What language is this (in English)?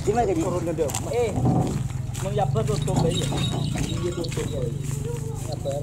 Madurese